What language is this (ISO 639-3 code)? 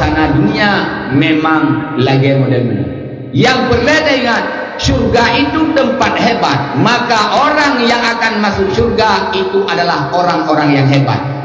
ace